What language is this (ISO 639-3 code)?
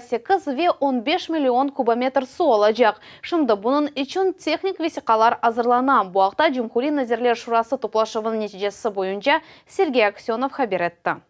crh